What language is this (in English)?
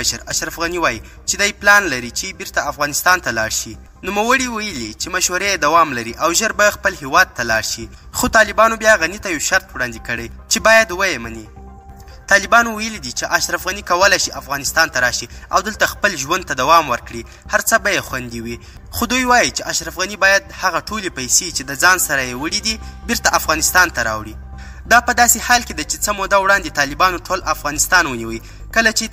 Pashto